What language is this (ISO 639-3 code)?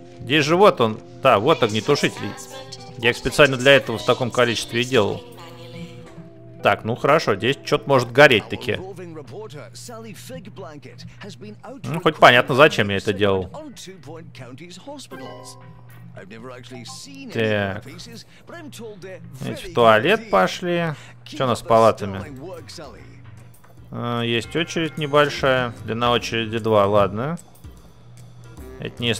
rus